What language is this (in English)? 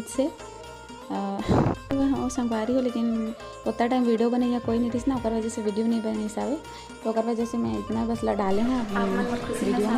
Chhattisgarhi